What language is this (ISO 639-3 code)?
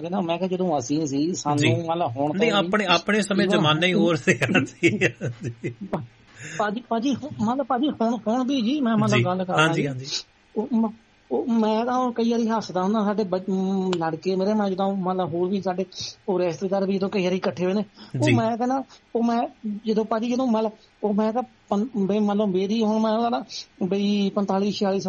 pan